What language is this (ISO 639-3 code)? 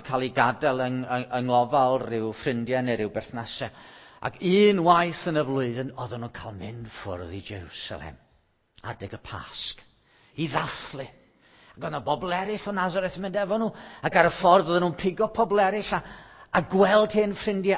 cym